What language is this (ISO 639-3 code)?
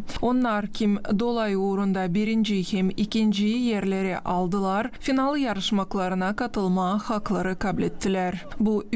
gag